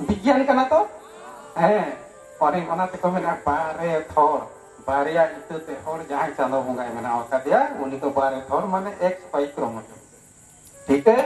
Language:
Santali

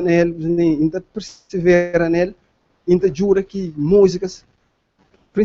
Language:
Kabuverdianu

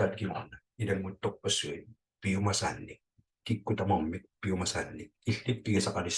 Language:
Kalaallisut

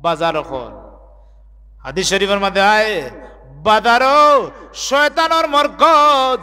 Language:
Sylheti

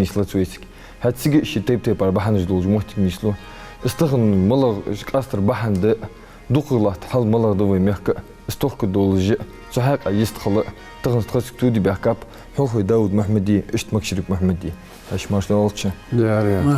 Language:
Ingush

